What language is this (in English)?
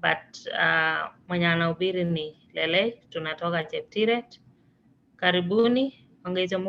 Kalenjin